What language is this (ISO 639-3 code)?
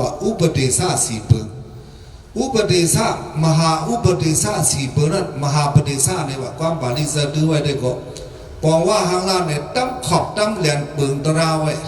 shn